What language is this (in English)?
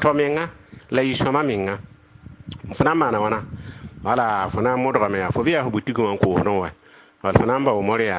Mossi